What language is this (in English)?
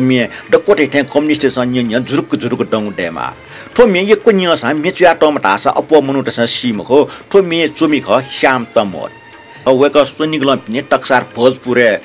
Newari